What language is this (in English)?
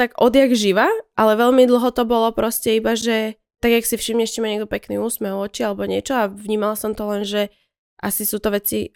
Slovak